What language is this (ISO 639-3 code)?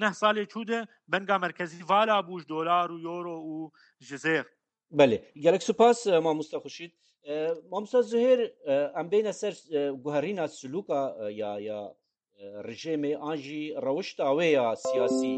kur